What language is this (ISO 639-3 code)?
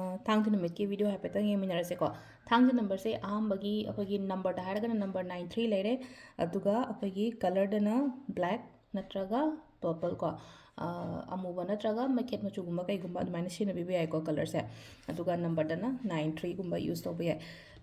mni